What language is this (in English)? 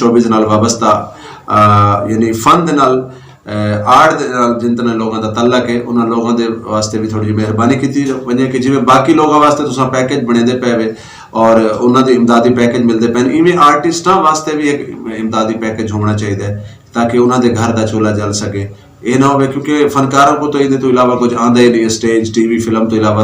Saraiki